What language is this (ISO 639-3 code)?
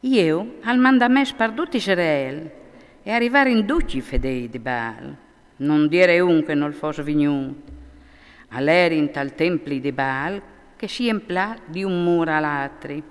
fur